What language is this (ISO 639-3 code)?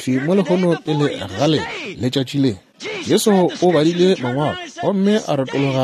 nso